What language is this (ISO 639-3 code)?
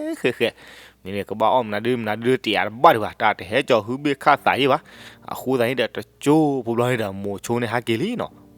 ksw